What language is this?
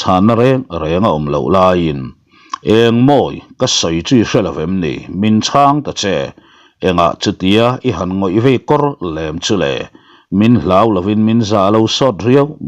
Mizo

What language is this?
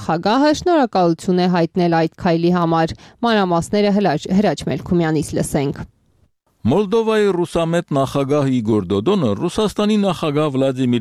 Armenian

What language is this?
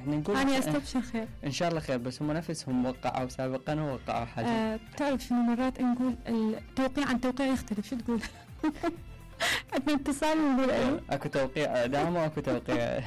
Mesopotamian Arabic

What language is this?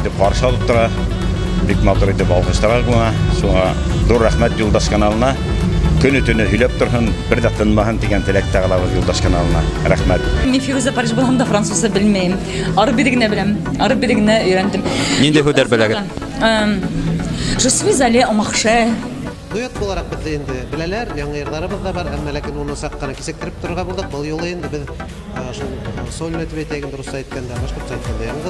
Bashkir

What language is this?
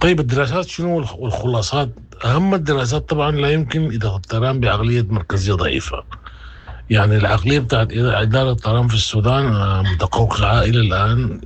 Sudanese Arabic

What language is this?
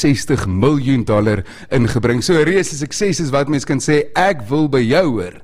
Afrikaans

